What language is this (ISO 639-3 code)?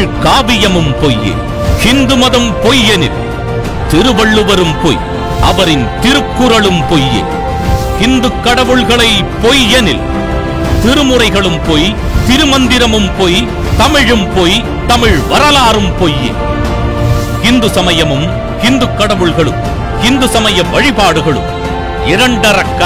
tam